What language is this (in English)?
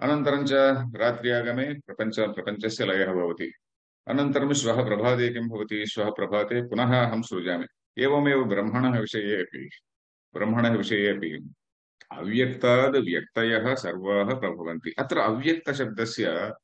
Sanskrit